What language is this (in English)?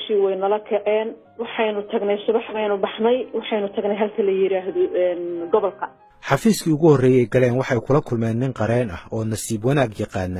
Somali